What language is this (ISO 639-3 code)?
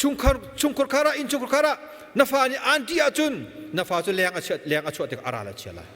cnh